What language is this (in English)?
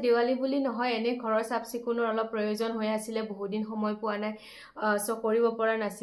Assamese